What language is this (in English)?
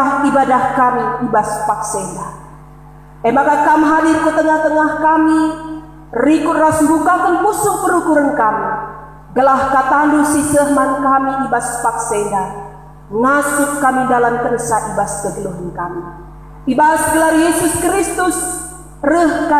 Batak Karo